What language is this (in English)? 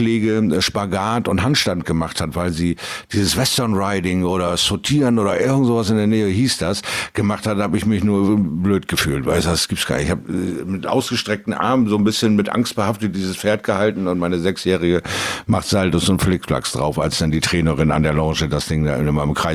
German